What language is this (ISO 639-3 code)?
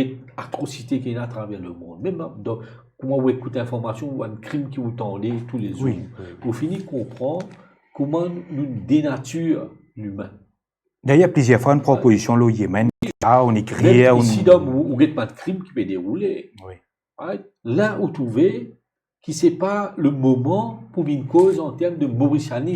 mfe